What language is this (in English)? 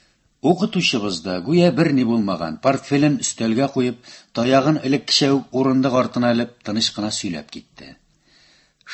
Tatar